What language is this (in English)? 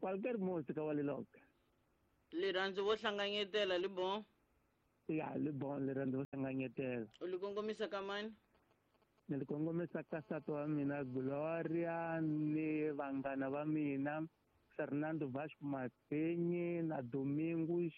Tsonga